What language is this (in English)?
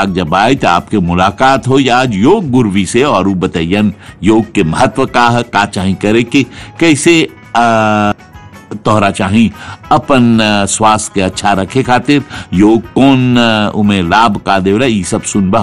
Bhojpuri